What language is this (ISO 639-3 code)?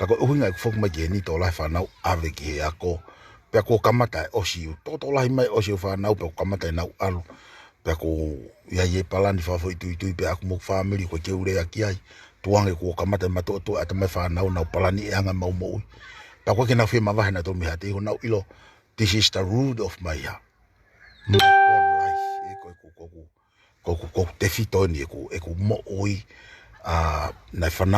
ton